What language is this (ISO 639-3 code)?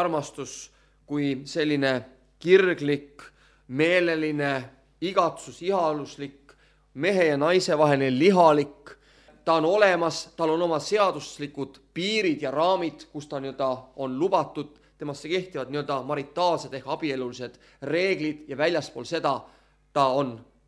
est